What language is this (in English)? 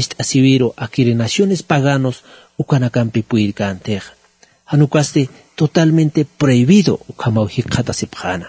Aymara